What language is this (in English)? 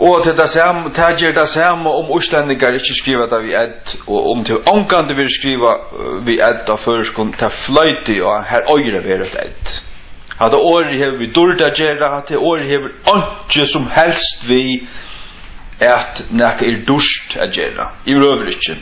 Faroese